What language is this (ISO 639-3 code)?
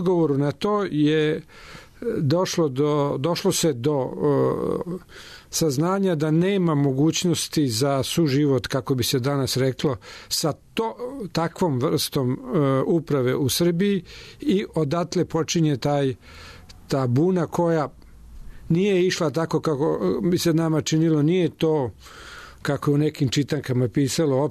srp